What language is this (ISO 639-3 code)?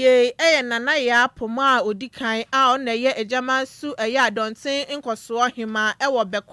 aka